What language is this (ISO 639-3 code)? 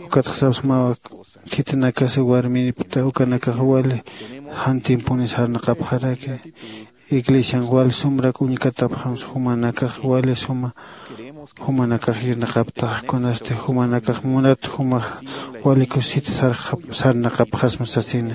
aym